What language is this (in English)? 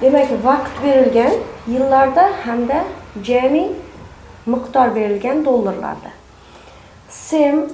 Uzbek